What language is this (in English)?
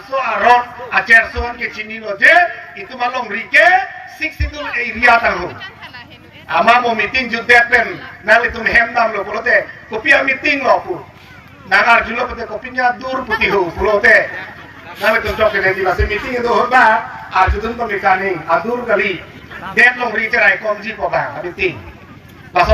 Karbi